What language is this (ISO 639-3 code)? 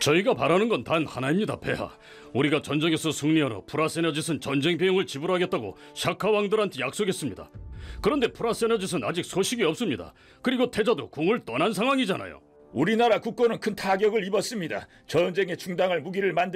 kor